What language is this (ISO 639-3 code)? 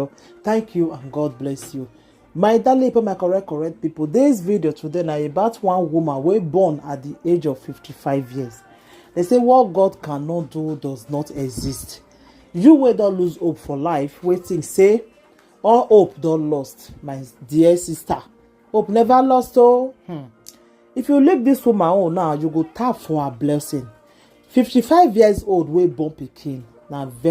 pcm